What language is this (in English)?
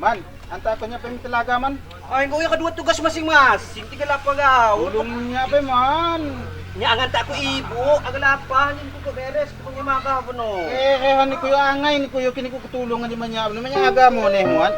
Lampung Api